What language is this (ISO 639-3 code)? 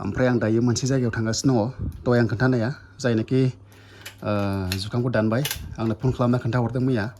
brx